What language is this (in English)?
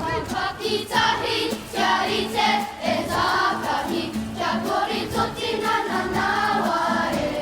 Māori